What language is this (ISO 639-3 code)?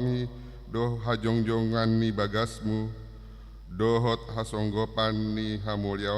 bbc